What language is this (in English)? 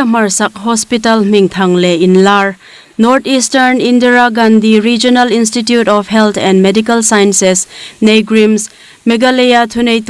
Hmar